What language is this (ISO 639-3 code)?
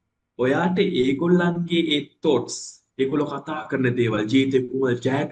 sin